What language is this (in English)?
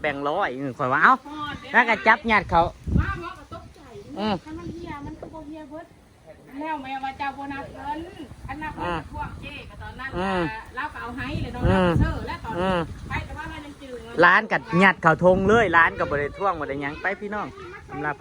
Northeastern Thai